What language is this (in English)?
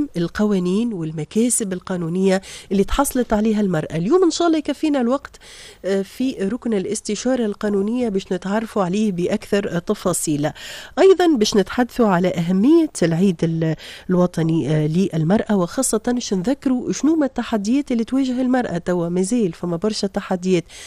Tunisian Arabic